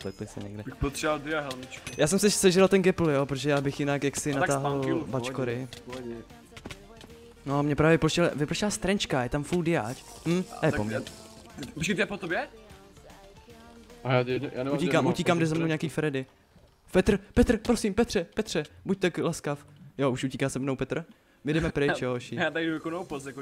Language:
Czech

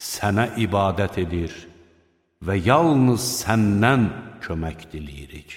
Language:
Azerbaijani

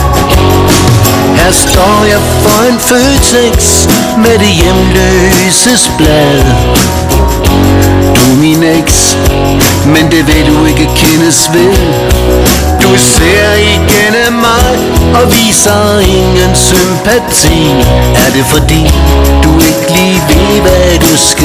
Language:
Danish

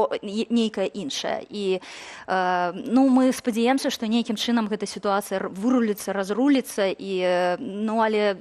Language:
Belarusian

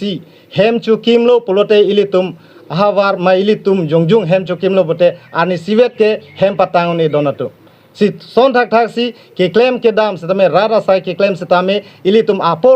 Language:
Karbi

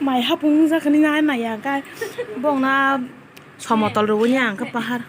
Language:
Kok Borok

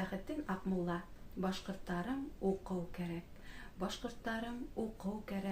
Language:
Bashkir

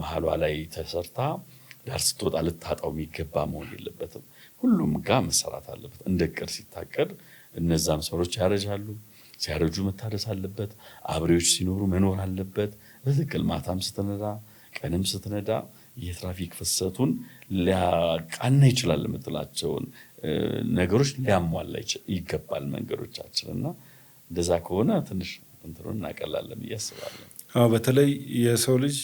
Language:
Amharic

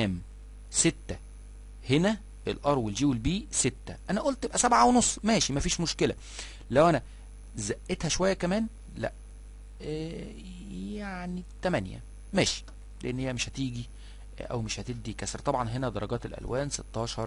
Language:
Egyptian Arabic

